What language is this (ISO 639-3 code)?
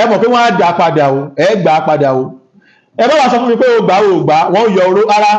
yor